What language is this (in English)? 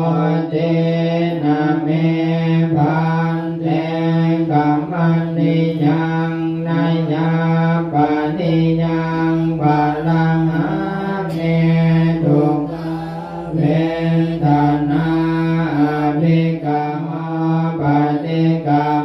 Pali